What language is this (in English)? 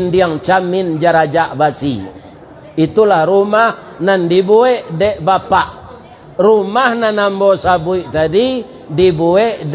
Minangkabau